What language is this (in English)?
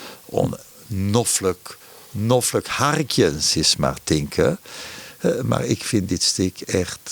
Western Frisian